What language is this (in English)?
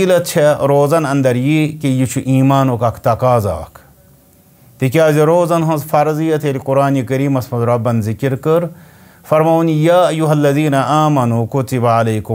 Kashmiri